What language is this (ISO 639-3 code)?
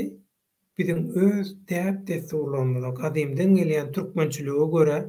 tuk